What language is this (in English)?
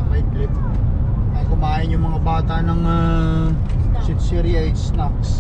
Filipino